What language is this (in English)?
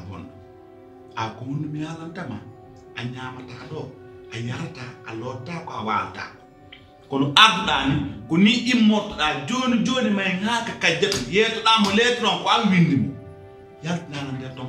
Pular